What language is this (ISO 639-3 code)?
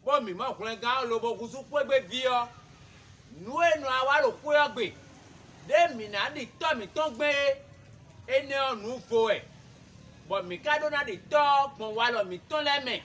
fon